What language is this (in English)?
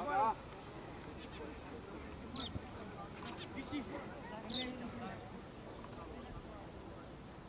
Romanian